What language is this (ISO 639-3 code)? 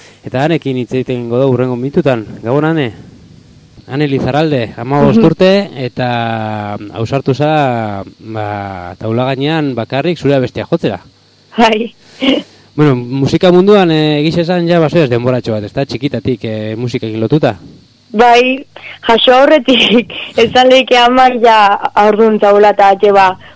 eus